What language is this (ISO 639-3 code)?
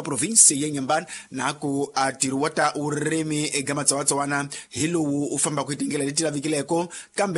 tso